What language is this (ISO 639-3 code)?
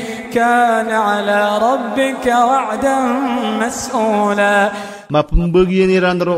mrw